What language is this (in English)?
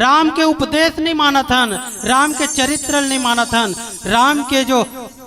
Chhattisgarhi